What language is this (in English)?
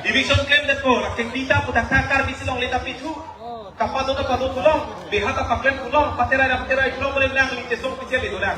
Karbi